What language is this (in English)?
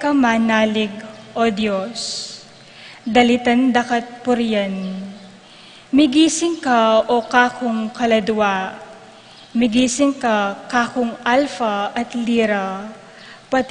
Pampanga